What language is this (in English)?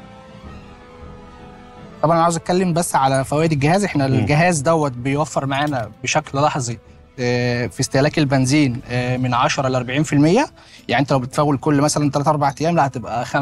Egyptian Arabic